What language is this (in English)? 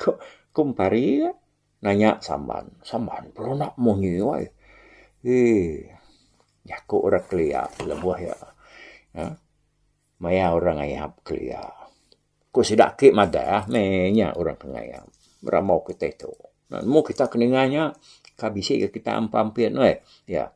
Iban